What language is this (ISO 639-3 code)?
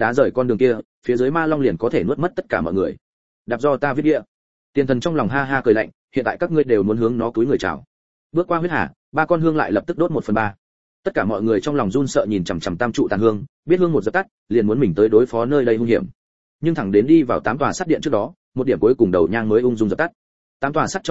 vie